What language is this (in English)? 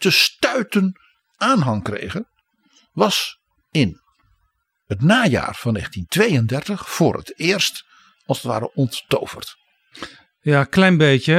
Dutch